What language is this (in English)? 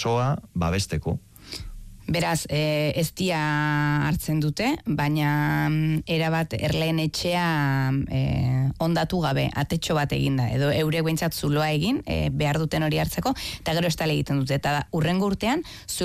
Basque